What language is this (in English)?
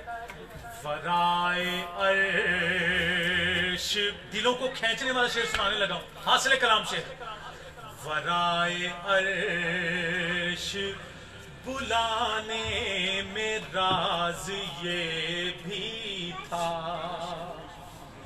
Urdu